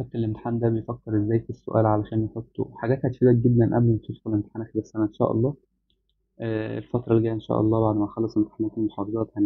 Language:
Egyptian Arabic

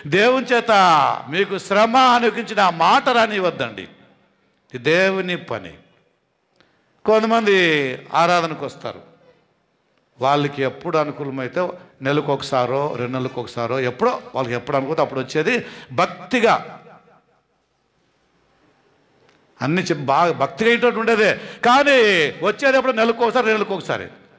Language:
Telugu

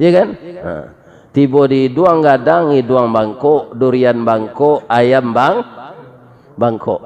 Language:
Minangkabau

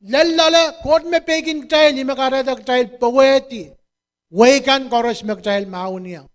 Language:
Pohnpeian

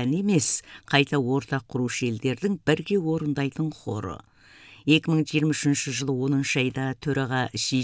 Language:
Kazakh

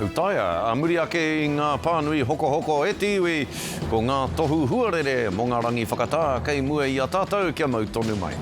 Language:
Māori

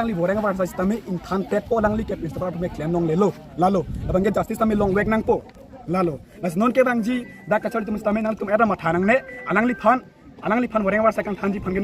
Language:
Karbi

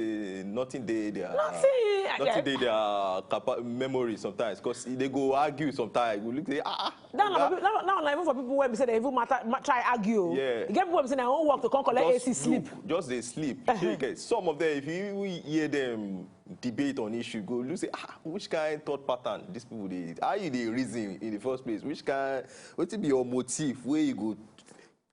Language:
Nigerian Pidgin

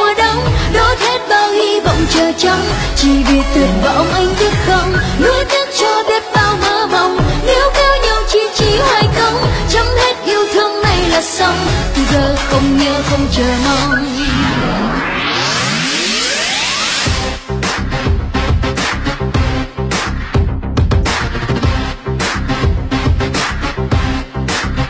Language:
Vietnamese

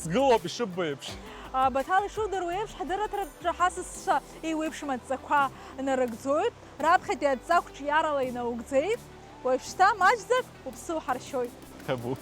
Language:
Abkhazian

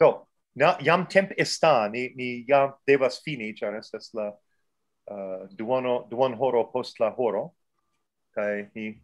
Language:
Esperanto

